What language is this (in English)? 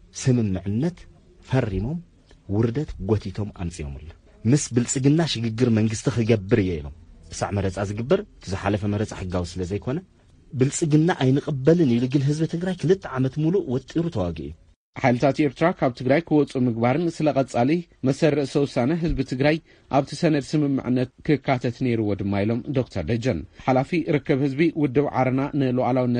Tigrinya